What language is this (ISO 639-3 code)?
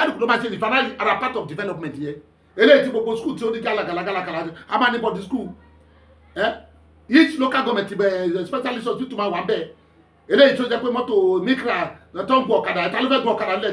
yor